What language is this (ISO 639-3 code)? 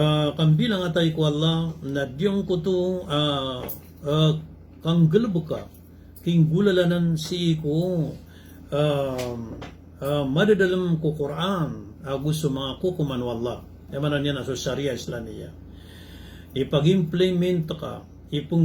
mrw